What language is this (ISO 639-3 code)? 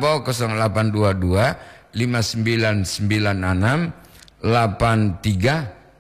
gor